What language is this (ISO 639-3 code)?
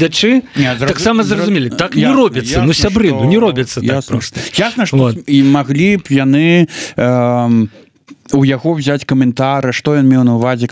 bel